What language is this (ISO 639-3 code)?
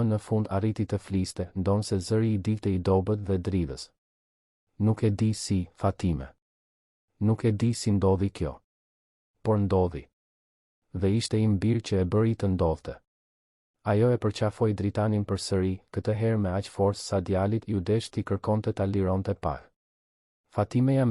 sqi